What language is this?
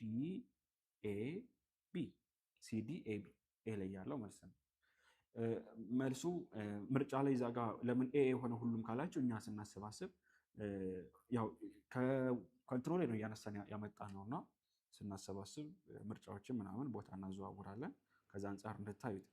Amharic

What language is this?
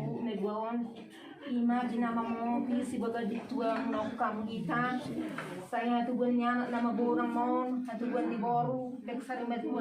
Batak Toba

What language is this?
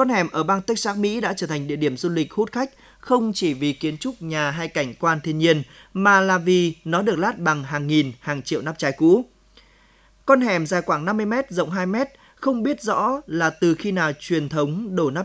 Vietnamese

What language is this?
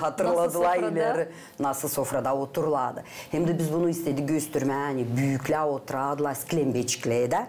Gagauz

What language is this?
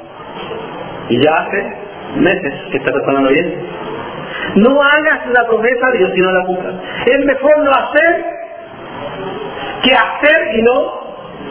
Spanish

